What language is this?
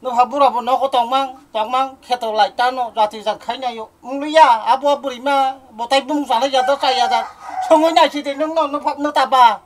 Kok Borok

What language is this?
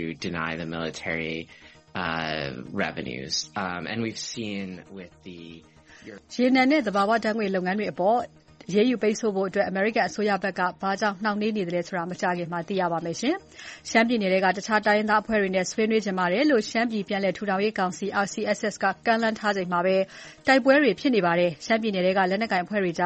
Burmese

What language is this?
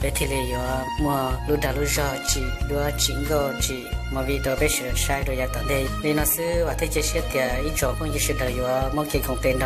Hmong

